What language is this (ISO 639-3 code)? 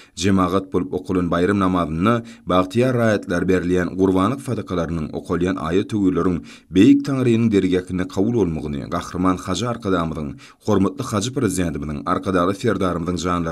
tuk